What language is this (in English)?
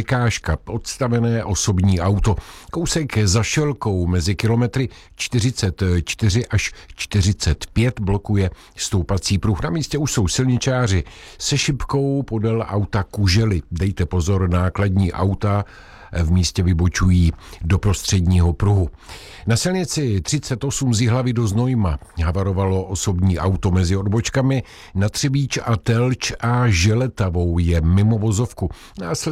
Czech